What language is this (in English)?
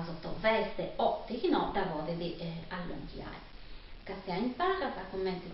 Sardinian